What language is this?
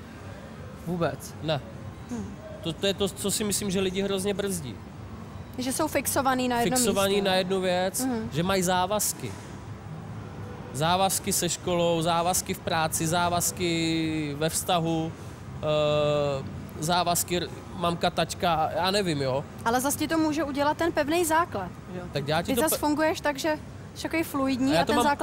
Czech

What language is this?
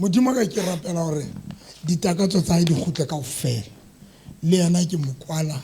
Southern Sotho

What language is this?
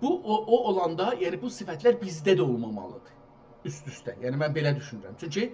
South Azerbaijani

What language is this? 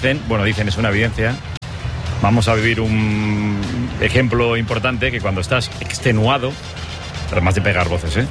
Spanish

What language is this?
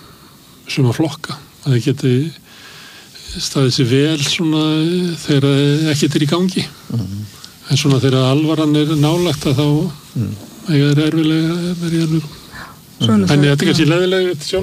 Icelandic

